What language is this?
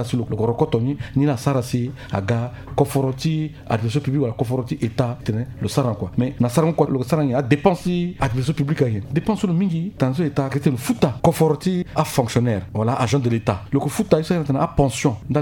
Sango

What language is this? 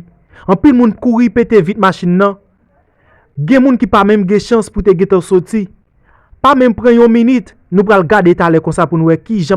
Haitian Creole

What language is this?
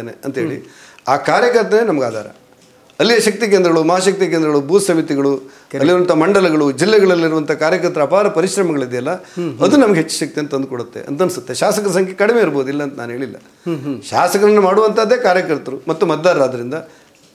Kannada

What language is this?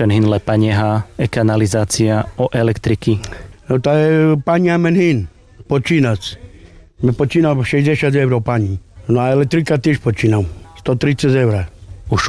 Carpathian Romani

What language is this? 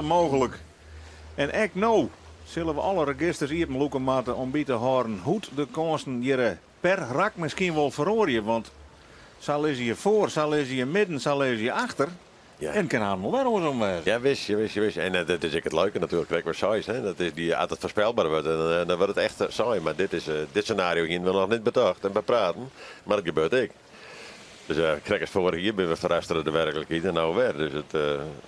Western Frisian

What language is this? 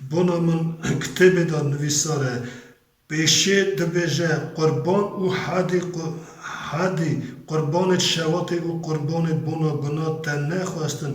Kurdish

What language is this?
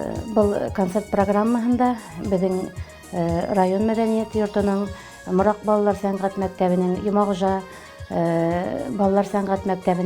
Bashkir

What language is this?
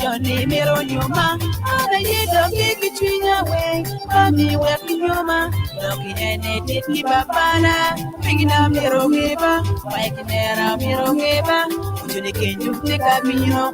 Acoli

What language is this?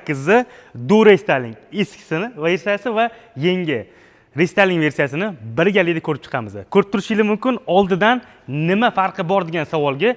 Uzbek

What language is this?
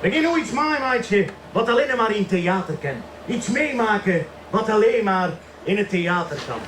Western Frisian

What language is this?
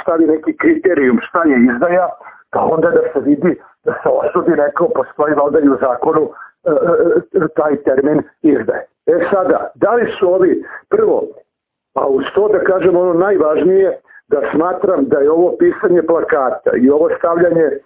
Serbian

